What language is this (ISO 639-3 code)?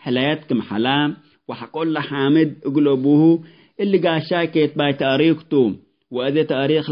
tig